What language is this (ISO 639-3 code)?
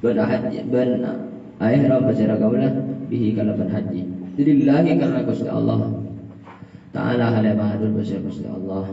mad